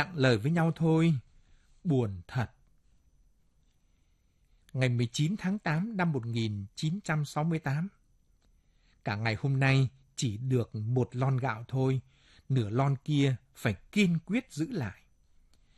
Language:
Vietnamese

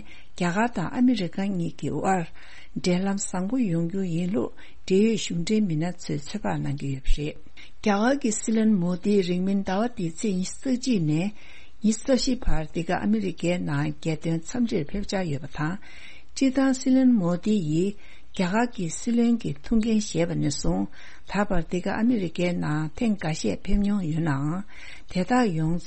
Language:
Tibetan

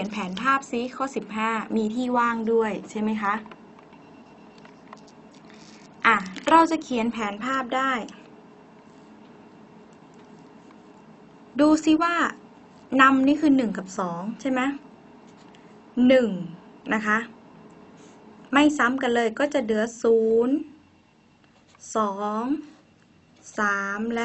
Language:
Thai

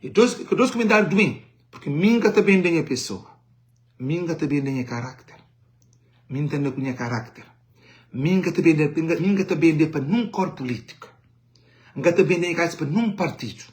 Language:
Kabuverdianu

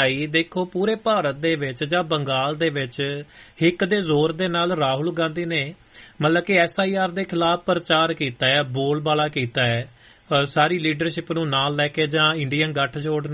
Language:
Punjabi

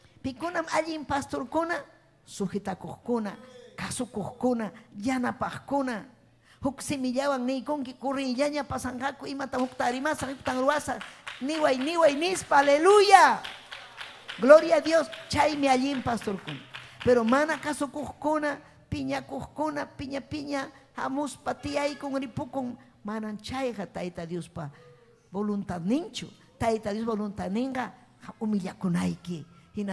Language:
Ayacucho Quechua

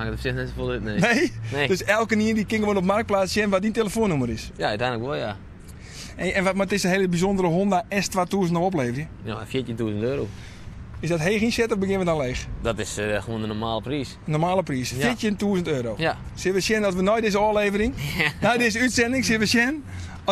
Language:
Western Frisian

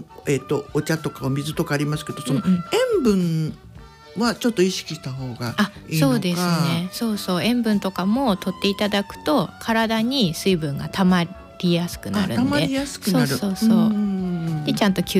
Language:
Japanese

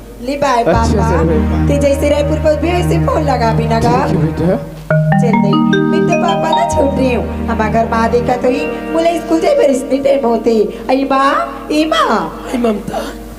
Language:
Chhattisgarhi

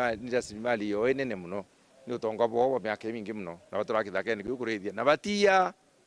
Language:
Meru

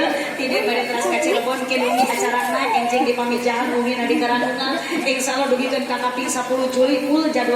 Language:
Sundanese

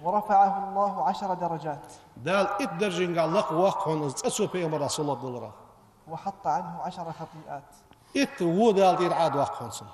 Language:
Ingush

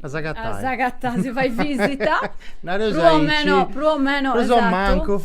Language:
Sardinian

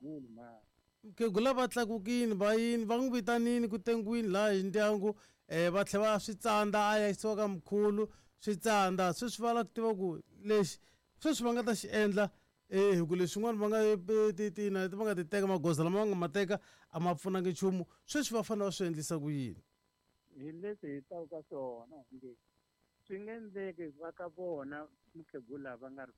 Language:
Tsonga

